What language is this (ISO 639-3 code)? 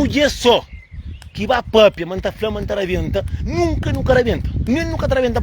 kea